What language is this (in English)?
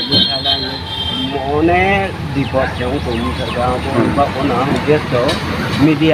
Riang (India)